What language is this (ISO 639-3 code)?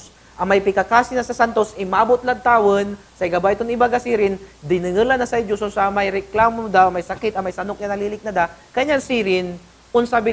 pag